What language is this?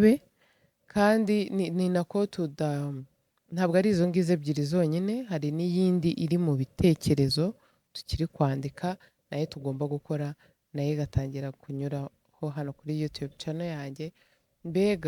Kinyarwanda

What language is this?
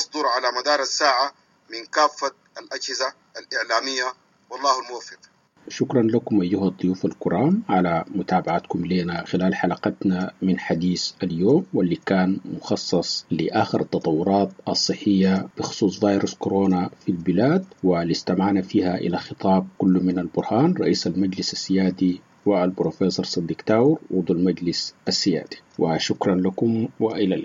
Sudanese Arabic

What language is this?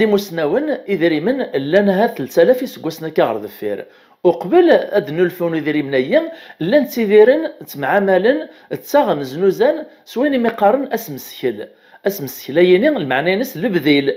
Kabyle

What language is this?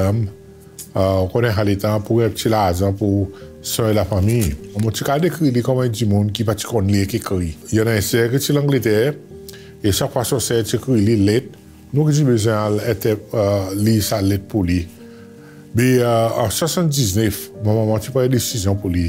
Seselwa Creole French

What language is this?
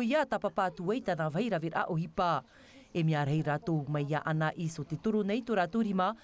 Tahitian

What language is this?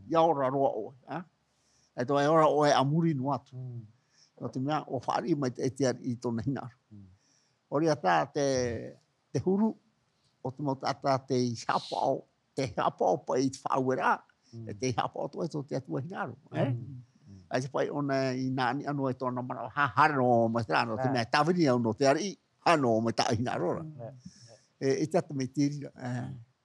Tahitian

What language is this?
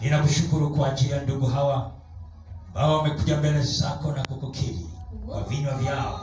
Swahili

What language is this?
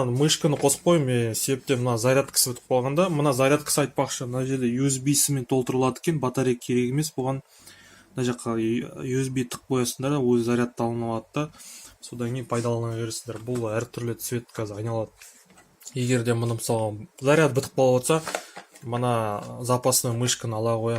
Kazakh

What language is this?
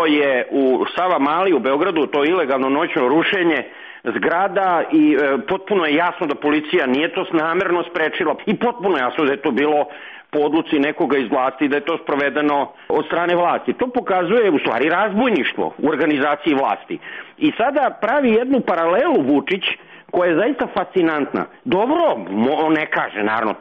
Serbian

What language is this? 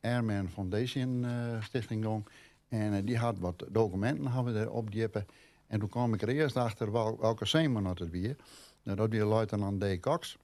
Western Frisian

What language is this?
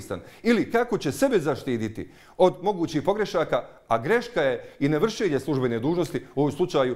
Bosnian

